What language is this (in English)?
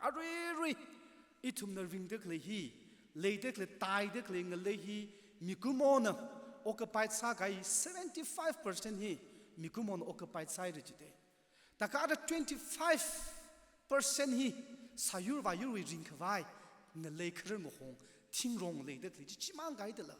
Tangkhul Naga (India)